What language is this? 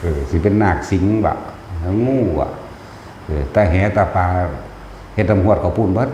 Northeastern Thai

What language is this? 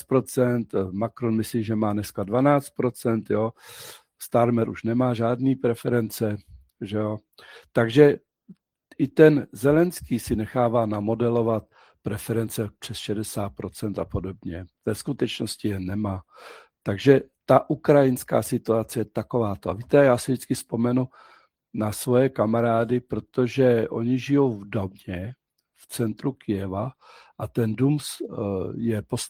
Czech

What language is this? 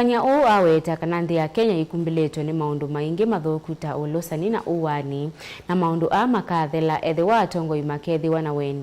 Kamba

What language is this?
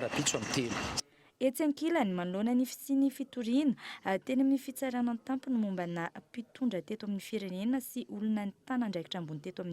Malagasy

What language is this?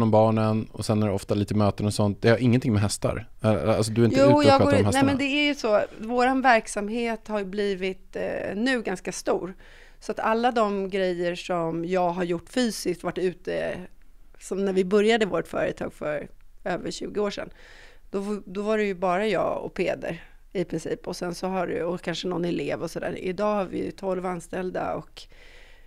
Swedish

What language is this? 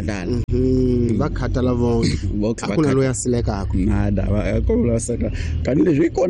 Tsonga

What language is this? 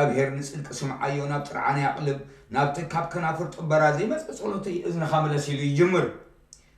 Tigrinya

